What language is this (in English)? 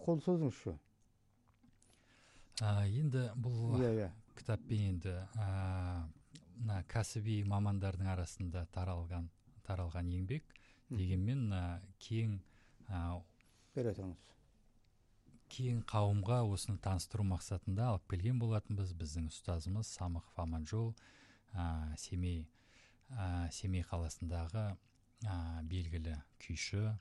Kazakh